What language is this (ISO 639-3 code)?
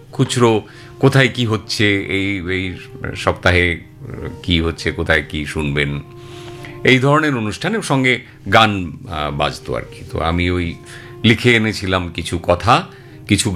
ben